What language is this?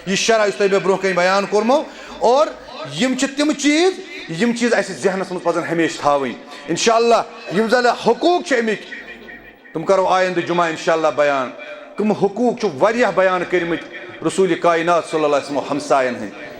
Kashmiri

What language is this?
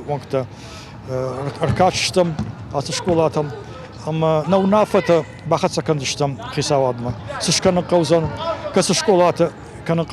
Ossetic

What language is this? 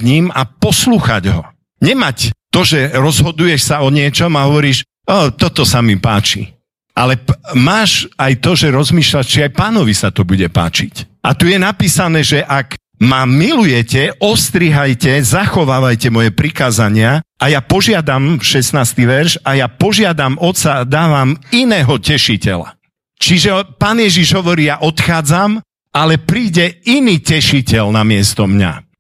Slovak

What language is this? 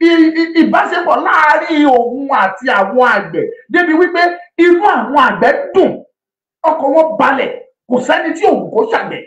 Yoruba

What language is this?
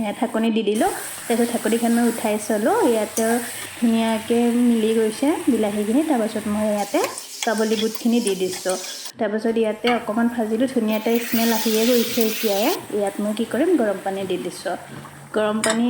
Assamese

